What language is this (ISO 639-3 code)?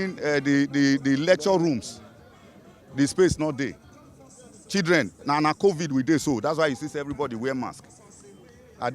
pcm